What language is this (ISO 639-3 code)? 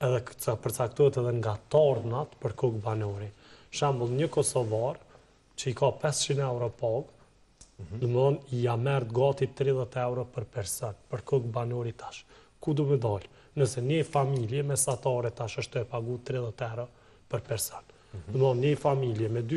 sqi